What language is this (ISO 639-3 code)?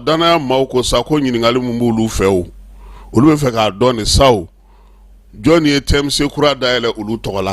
bam